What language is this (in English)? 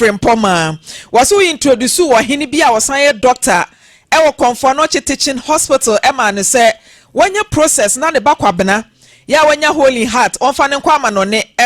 Akan